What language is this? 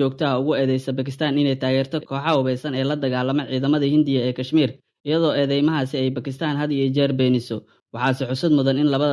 Somali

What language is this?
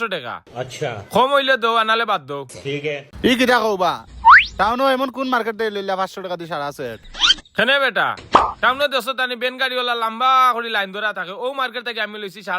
Sylheti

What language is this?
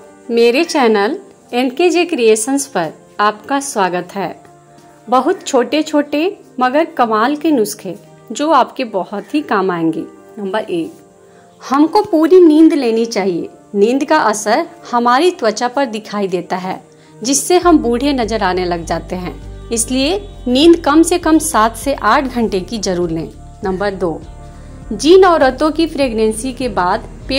Hindi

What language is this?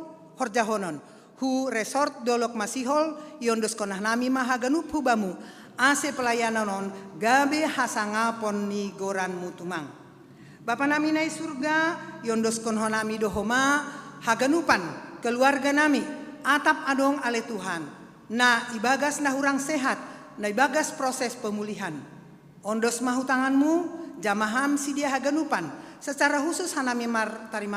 Batak Simalungun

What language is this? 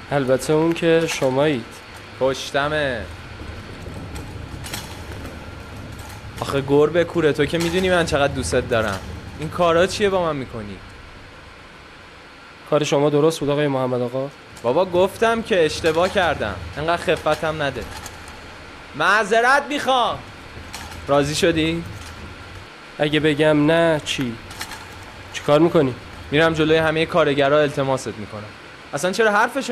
Persian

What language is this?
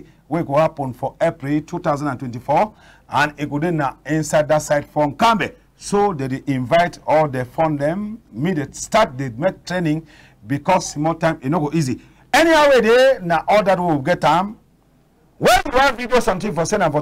Cameroon Pidgin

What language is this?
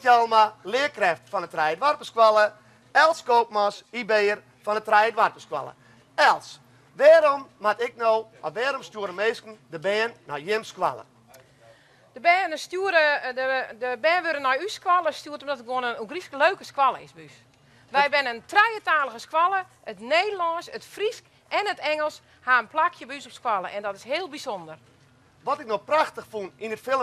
Western Frisian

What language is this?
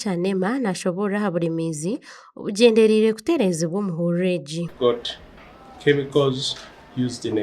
Nyankole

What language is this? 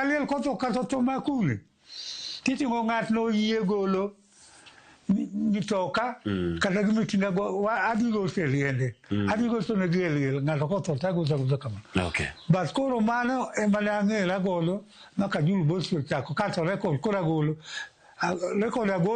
Luo (Kenya and Tanzania)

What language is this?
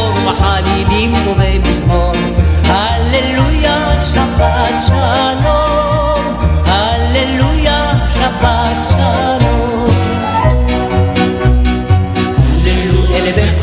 Hebrew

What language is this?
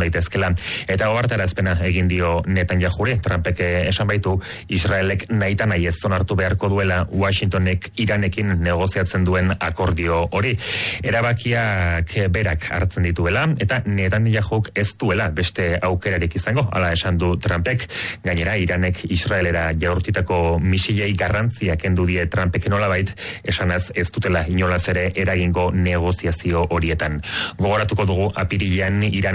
Basque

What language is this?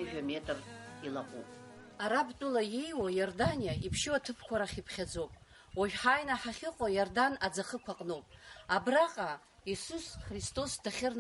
Abkhazian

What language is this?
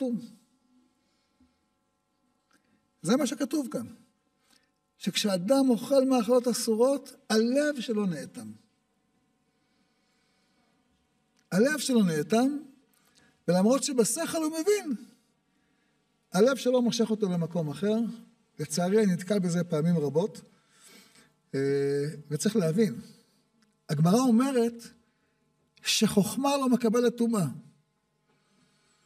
Hebrew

